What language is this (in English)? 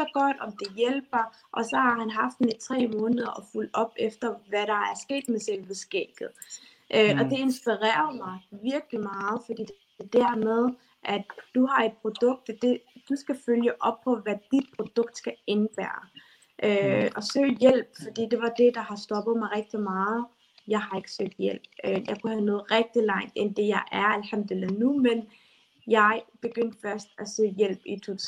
Danish